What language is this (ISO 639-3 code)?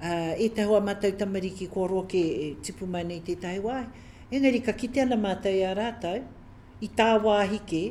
mri